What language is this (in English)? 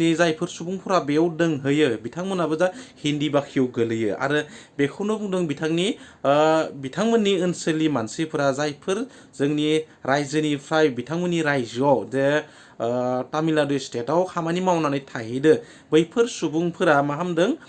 Bodo